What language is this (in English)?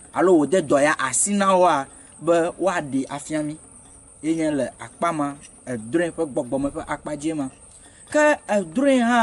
Ewe